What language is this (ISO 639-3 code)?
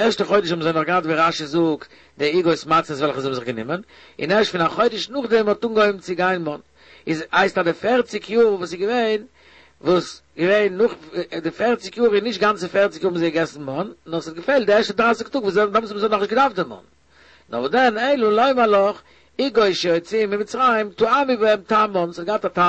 yid